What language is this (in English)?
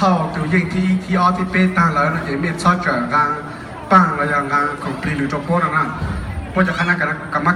Hmong